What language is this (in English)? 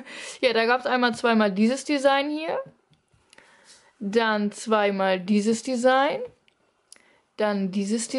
German